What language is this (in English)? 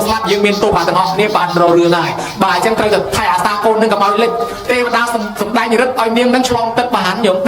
Khmer